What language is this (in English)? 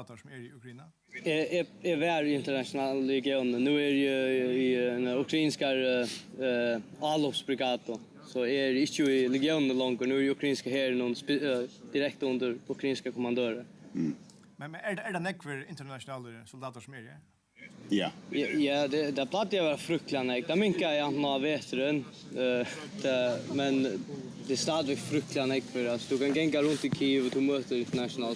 Faroese